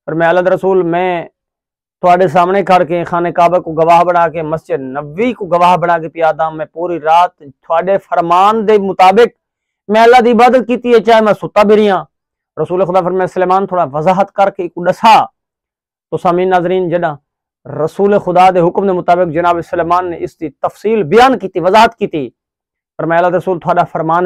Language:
Saraiki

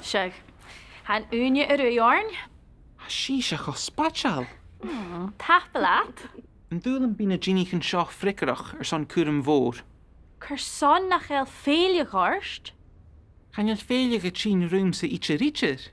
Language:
Scottish Gaelic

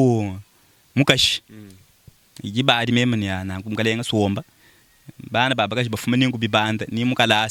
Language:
Luba-Lulua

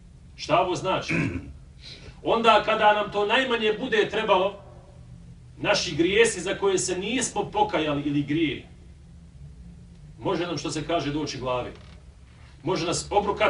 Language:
Bosnian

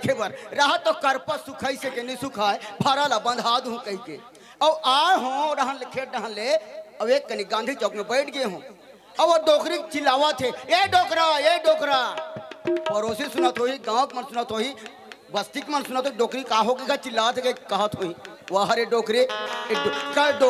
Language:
Chhattisgarhi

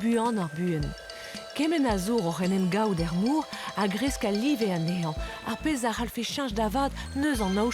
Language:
Breton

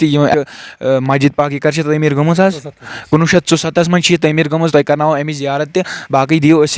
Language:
Kashmiri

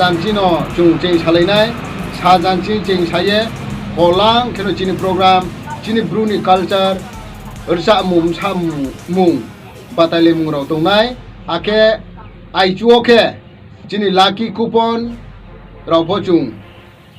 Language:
Riang (India)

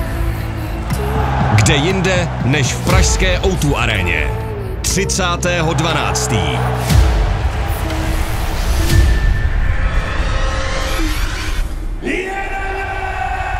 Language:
Czech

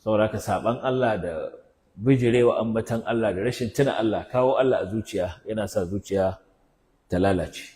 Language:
Hausa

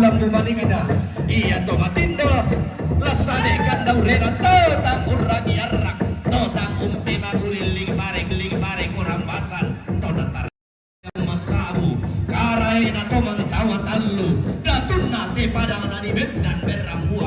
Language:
Toraja-Sa'dan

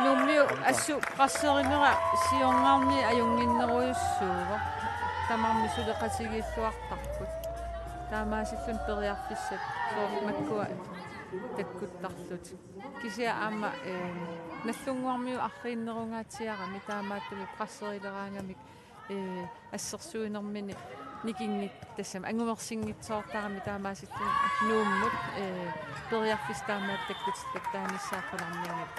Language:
Kalaallisut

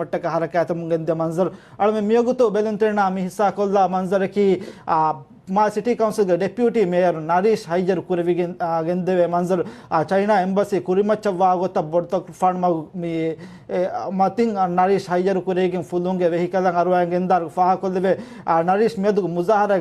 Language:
Divehi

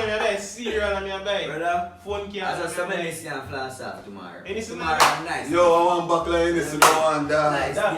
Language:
Jamaican Creole English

